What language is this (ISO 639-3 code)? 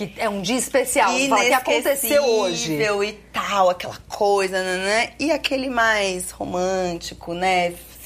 por